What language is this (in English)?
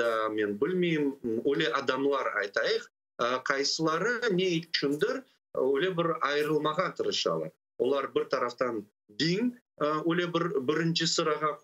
Crimean Tatar